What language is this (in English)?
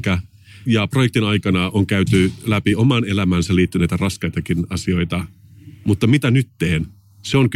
Finnish